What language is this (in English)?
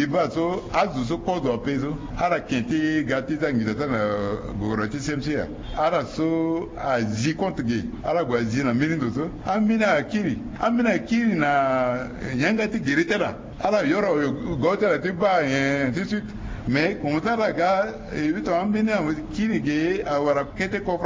Sango